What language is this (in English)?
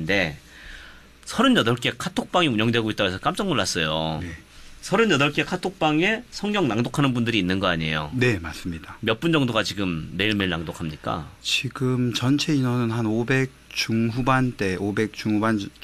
Korean